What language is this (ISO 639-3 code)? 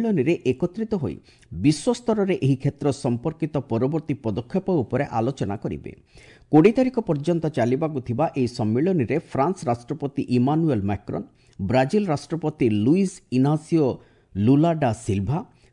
ori